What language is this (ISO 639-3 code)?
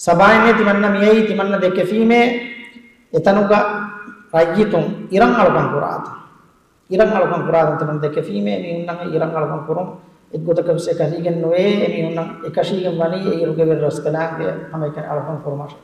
div